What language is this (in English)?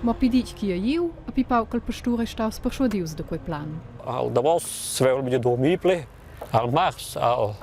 Romansh